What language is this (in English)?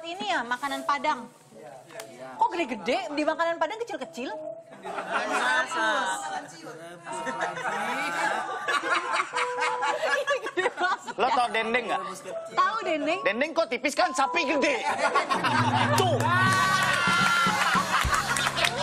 Indonesian